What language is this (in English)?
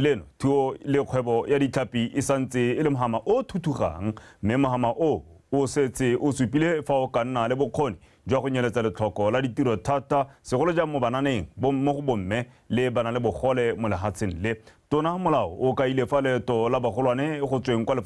Tswana